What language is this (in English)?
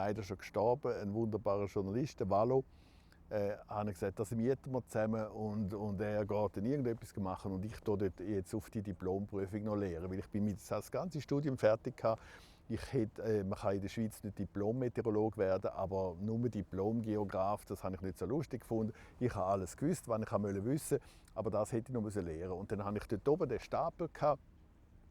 Romansh